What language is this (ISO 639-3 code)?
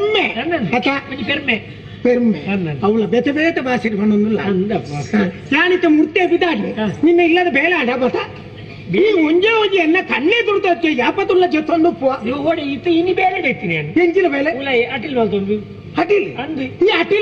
tcy